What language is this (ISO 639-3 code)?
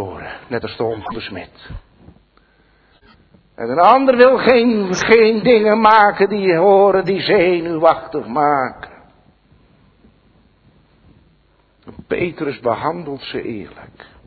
nld